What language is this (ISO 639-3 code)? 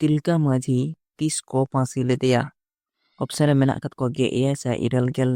sat